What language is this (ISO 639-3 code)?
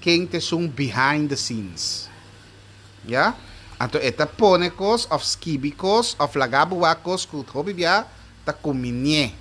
pap